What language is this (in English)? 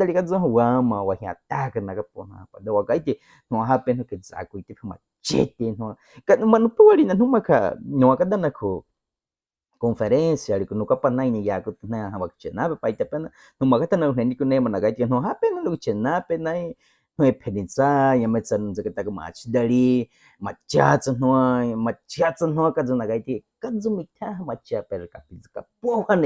Baniwa